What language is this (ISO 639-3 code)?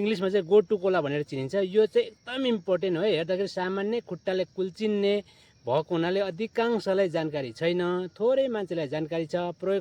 nep